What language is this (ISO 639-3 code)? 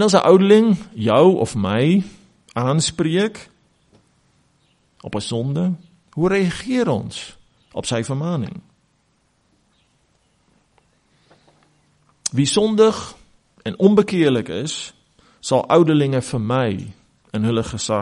afr